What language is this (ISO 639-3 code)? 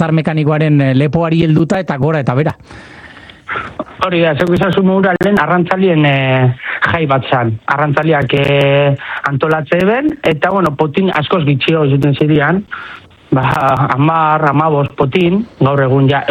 eus